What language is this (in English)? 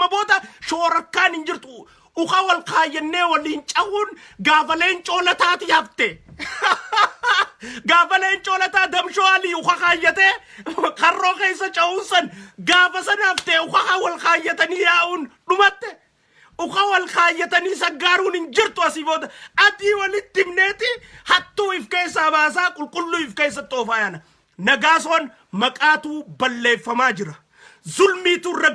Oromo